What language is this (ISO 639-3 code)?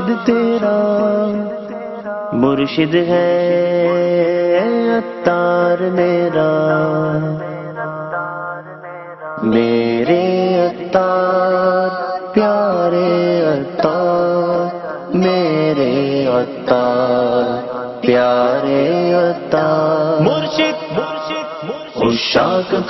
urd